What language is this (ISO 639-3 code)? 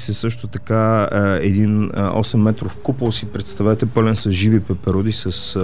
bul